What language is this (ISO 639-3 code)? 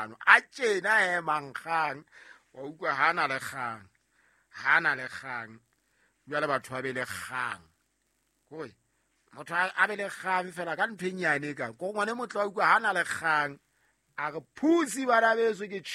sot